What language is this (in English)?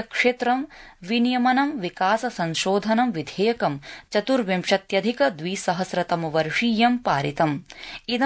Sanskrit